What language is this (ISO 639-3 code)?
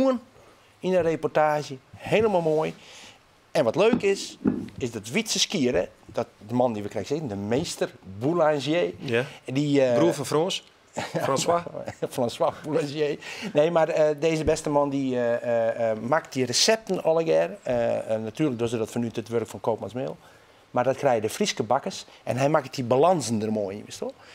fry